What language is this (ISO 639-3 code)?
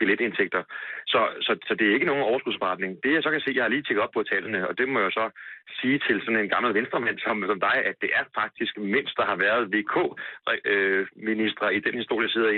dan